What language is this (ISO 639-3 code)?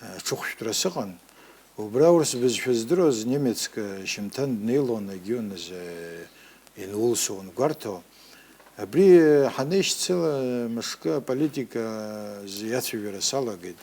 abk